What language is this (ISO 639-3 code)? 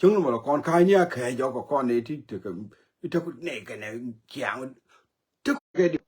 nus